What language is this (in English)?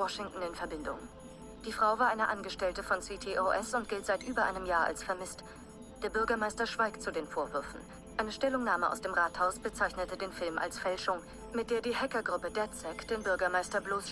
Bavarian